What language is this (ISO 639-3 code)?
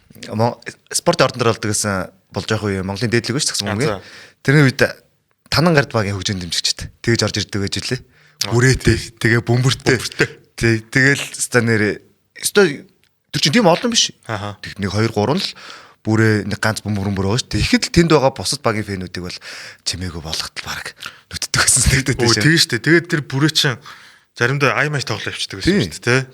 mon